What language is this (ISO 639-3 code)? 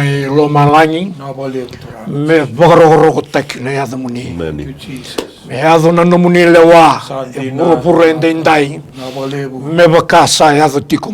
fij